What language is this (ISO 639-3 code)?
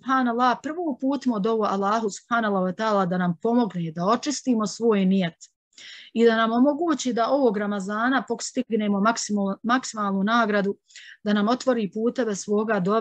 bos